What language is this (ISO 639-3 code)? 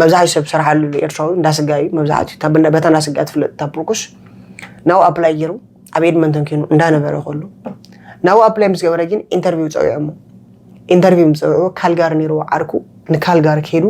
tir